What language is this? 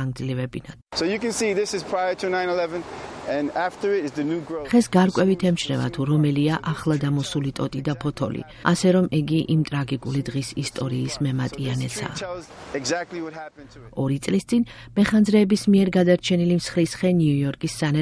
Georgian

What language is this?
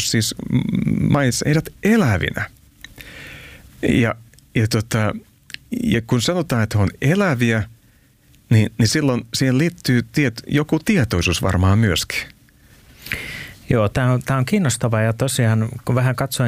Finnish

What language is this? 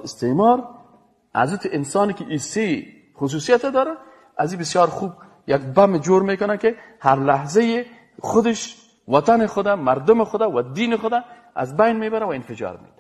Persian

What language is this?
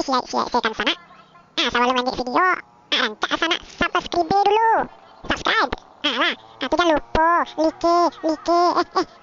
Minangkabau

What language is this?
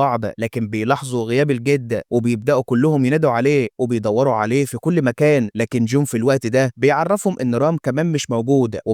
Egyptian Arabic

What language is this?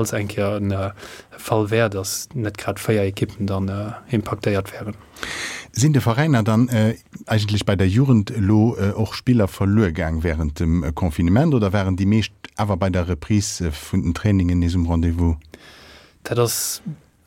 Luxembourgish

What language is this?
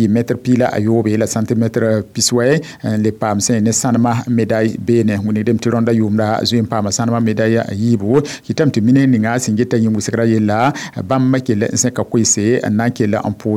Mossi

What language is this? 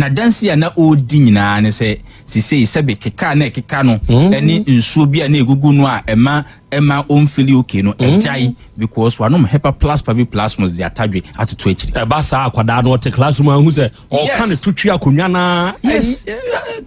Akan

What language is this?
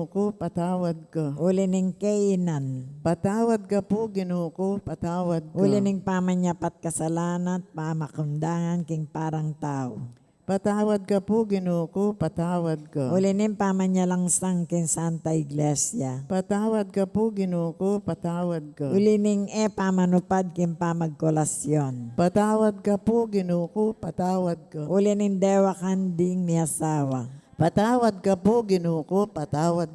Pampanga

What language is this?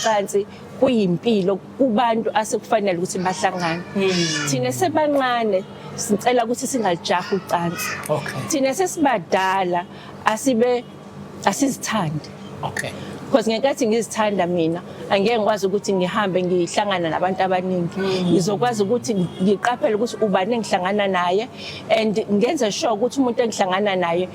Zulu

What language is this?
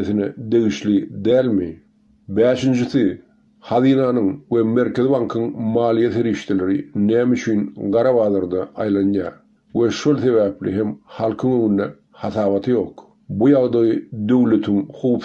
Turkmen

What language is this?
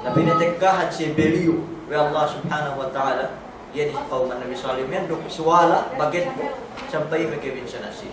Yakan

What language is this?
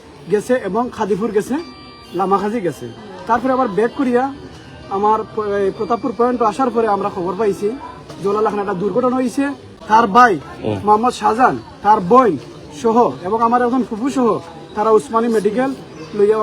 Sylheti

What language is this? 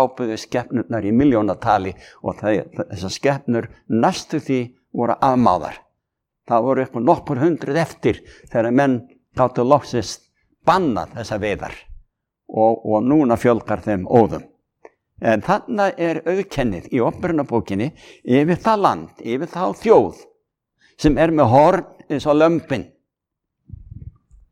Icelandic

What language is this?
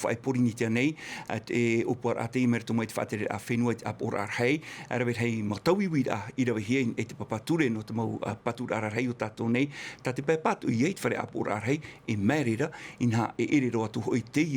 Tahitian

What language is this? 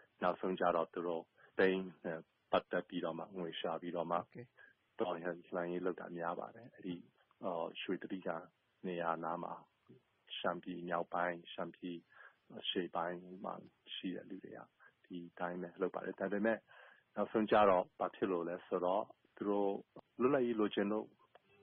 Burmese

